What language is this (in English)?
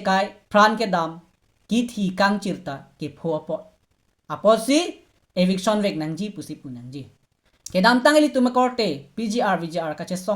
Karbi